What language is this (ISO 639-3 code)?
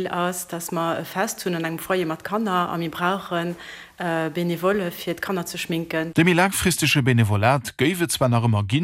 ltz